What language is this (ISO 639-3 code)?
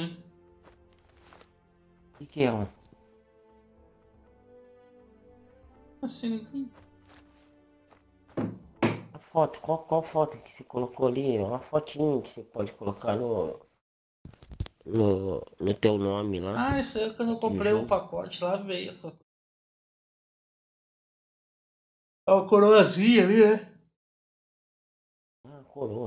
por